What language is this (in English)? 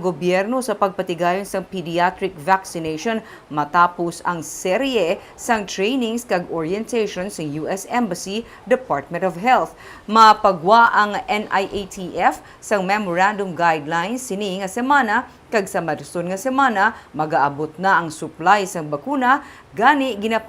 Hiligaynon